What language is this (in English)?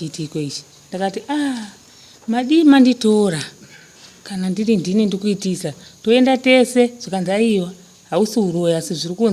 Shona